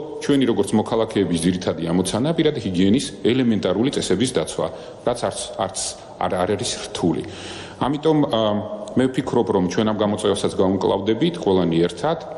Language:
Georgian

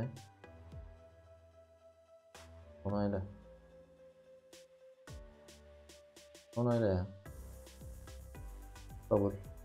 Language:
Turkish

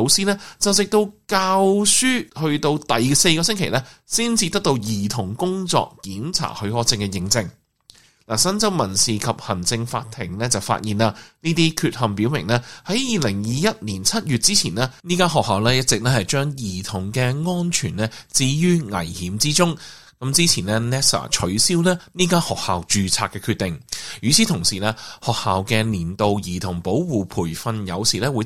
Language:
Cantonese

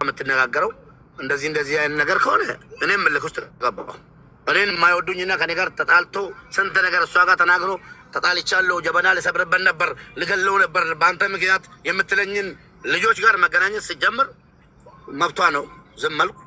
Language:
Amharic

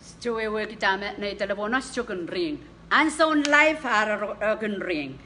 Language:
Pohnpeian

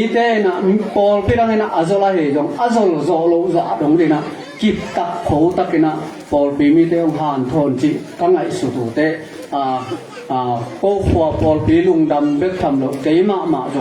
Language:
Tedim Chin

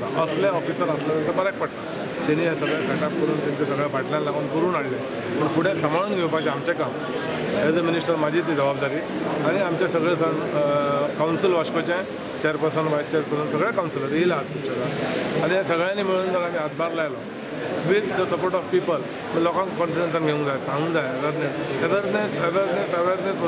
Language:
Konkani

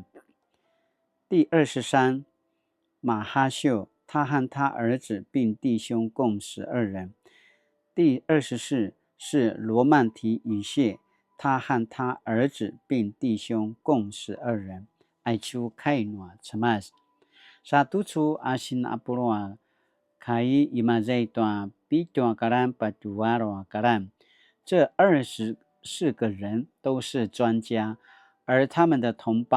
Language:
Paiwan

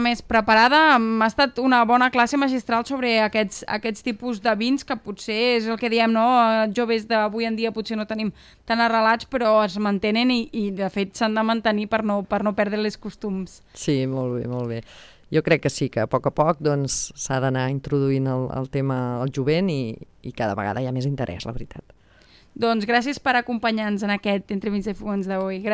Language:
Catalan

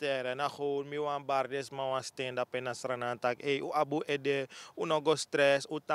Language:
Sranan Tongo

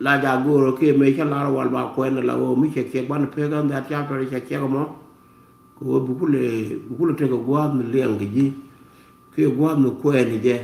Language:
Nuer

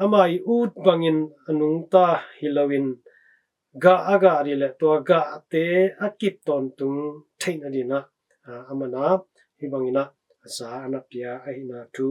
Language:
Tedim Chin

